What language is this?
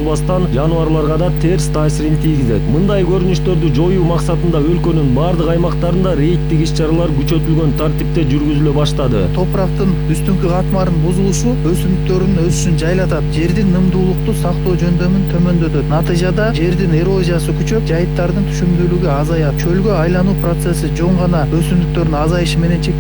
Kyrgyz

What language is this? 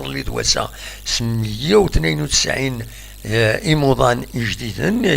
Kabyle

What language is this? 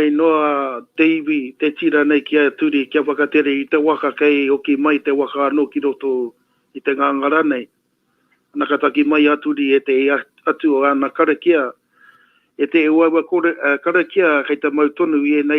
Māori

